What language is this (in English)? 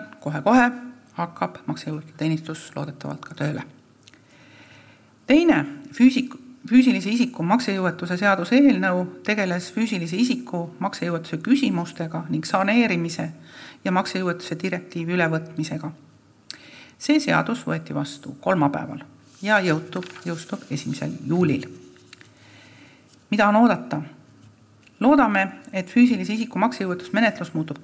Estonian